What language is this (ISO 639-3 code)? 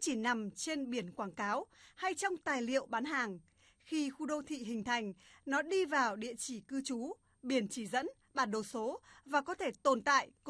vie